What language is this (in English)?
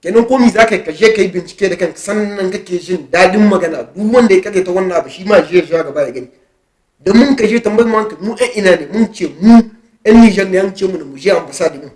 Hausa